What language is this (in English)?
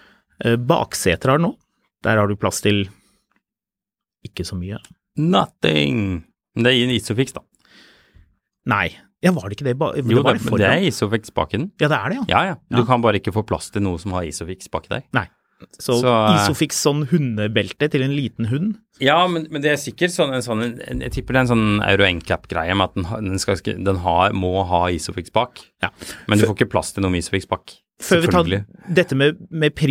Norwegian